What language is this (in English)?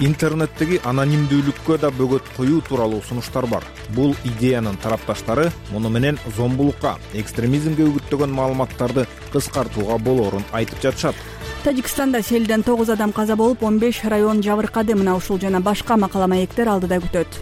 Kyrgyz